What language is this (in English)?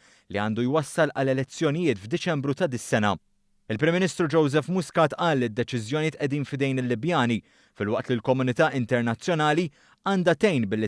Maltese